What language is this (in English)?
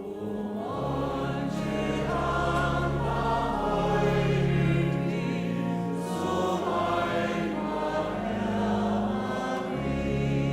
Faroese